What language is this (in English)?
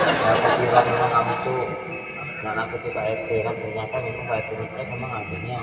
Musi